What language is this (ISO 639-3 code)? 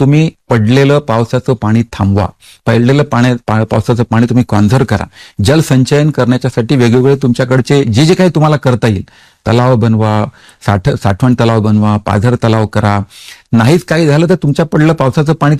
mar